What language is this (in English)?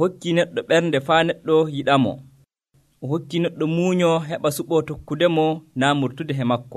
Nigerian Fulfulde